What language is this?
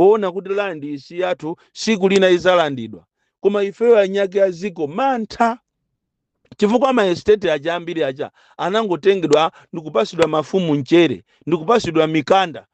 Nyanja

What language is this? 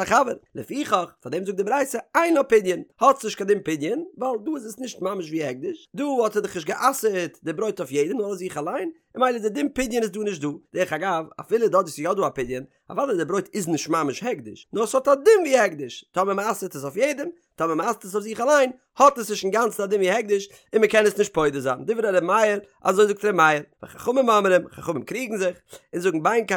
Yiddish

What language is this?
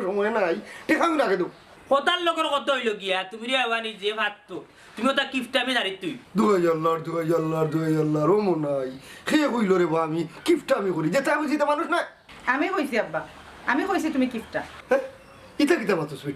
Sylheti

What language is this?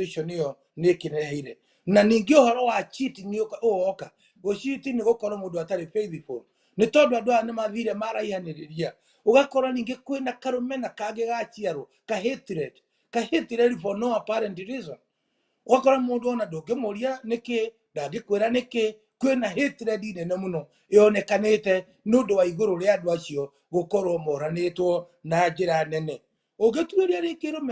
Kikuyu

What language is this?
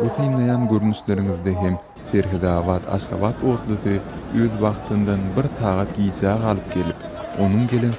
Turkmen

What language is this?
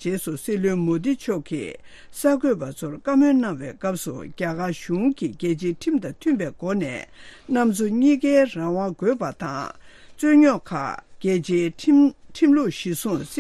Tibetan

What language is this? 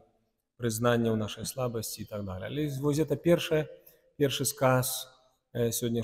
Belarusian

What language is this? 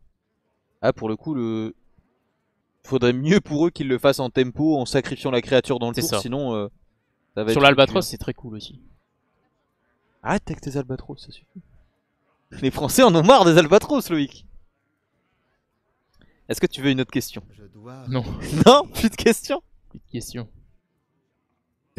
French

